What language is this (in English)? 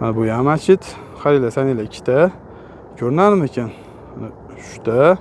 Uzbek